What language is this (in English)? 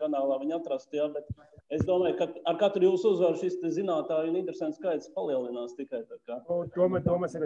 Latvian